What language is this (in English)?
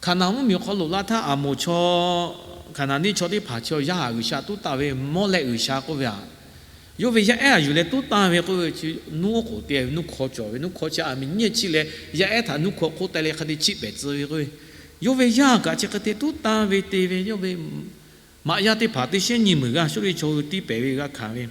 Lahu